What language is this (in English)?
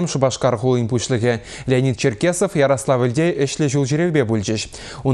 Chuvash